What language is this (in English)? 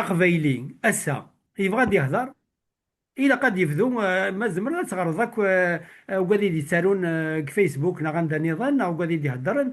Kabyle